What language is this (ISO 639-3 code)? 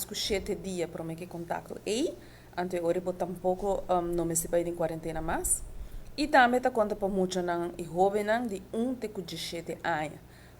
pap